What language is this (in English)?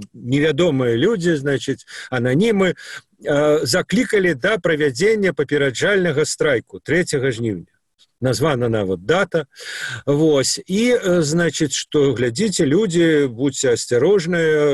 Belarusian